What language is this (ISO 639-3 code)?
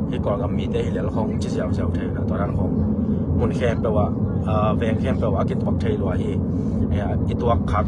ctd